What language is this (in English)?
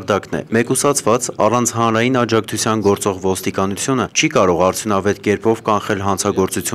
Armenian